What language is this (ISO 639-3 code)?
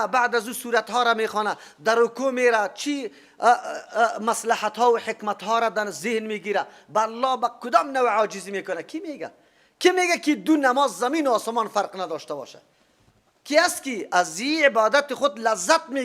fas